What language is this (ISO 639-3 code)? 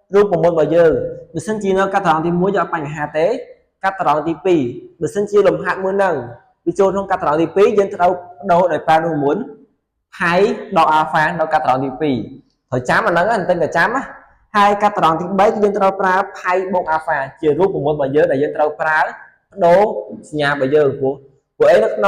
khm